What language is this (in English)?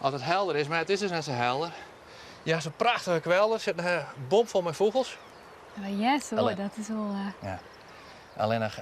Western Frisian